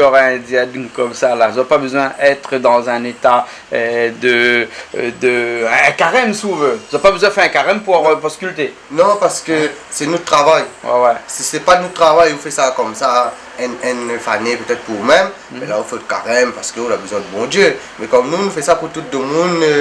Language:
Réunion Creole French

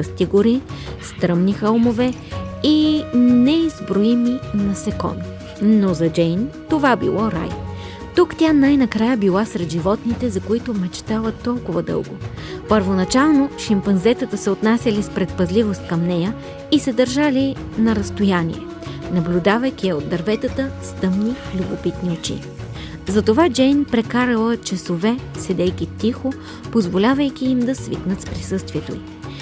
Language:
Bulgarian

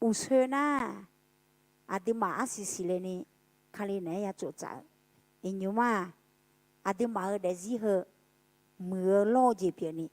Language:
Akha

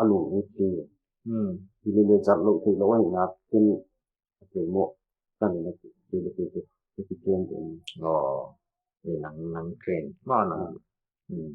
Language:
Paite Chin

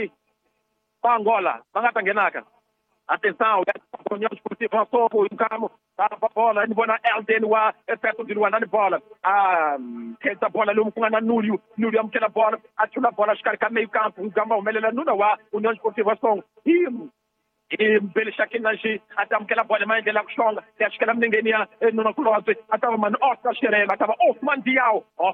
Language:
Tsonga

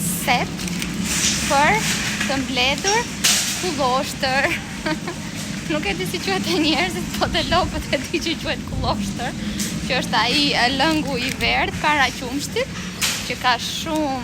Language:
Albanian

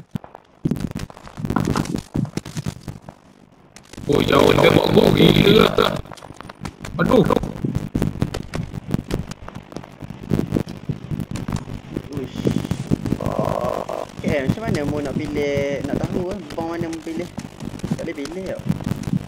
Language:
Malay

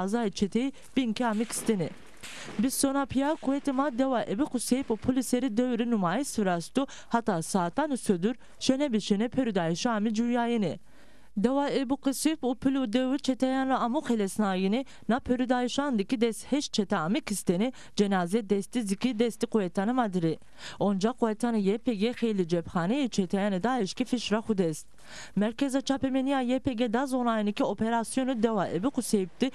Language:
Zaza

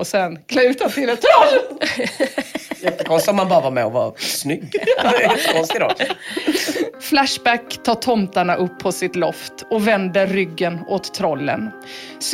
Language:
Swedish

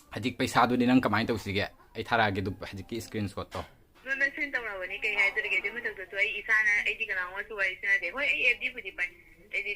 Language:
Manipuri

